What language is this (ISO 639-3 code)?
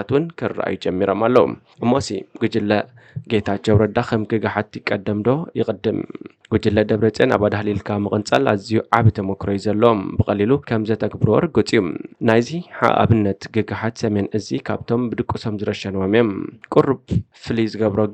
tir